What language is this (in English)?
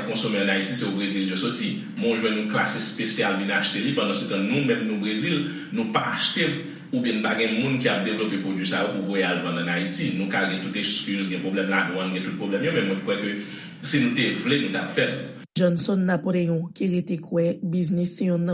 Haitian Creole